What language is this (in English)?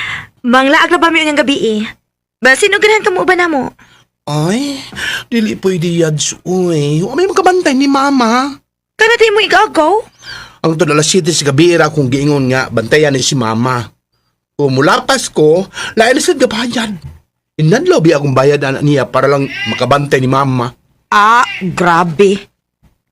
Cebuano